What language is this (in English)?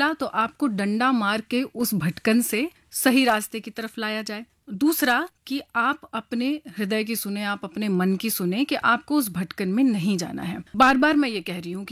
Hindi